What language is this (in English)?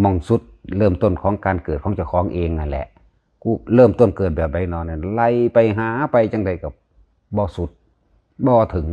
Northeastern Thai